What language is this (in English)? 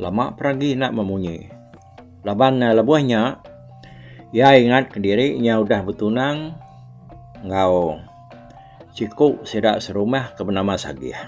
Iban